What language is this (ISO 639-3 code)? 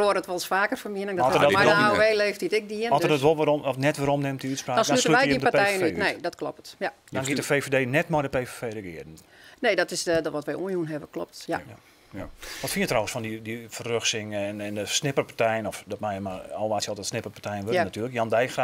fry